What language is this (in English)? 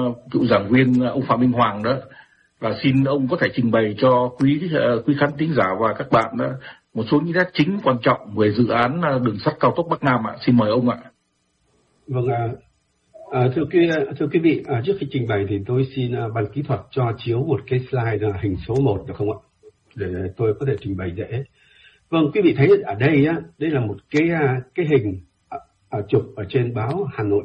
Vietnamese